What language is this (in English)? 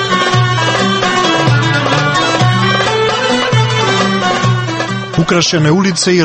Croatian